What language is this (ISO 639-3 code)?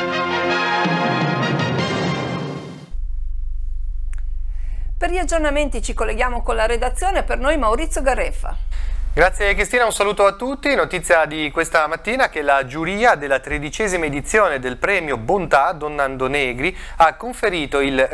ita